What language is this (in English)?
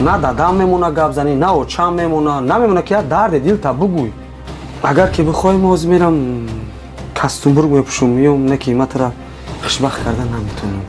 Tajik